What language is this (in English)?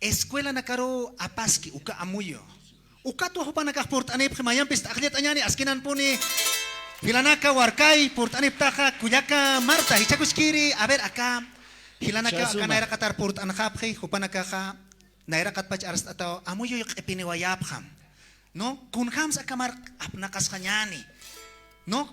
Aymara